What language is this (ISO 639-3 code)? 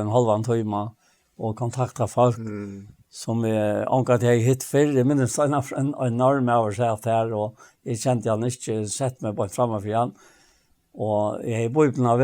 fao